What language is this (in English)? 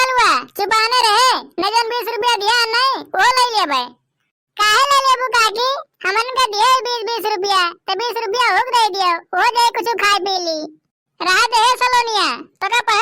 Awadhi